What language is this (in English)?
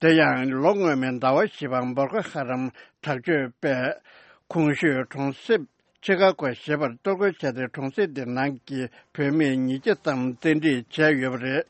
Tibetan